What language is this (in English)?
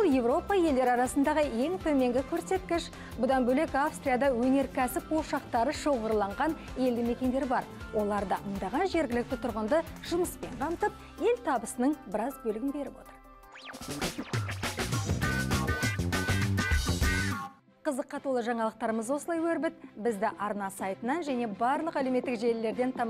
Kazakh